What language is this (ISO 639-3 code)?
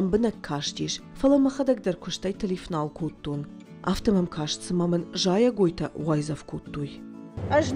oss